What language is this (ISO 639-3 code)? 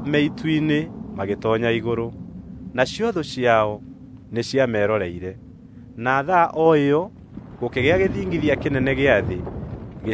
kik